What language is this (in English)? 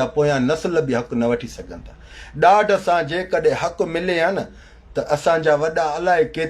Sindhi